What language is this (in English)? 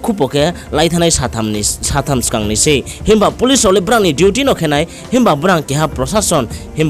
Riang (India)